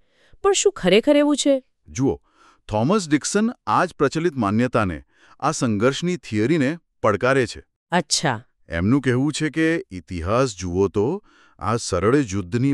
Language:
Gujarati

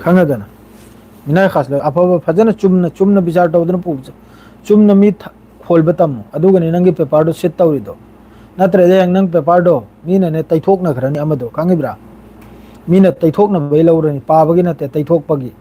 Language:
Manipuri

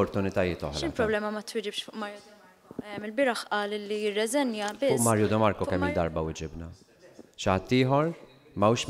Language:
Maltese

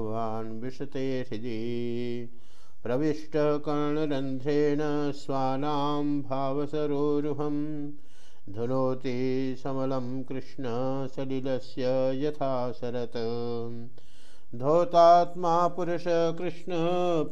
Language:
Sanskrit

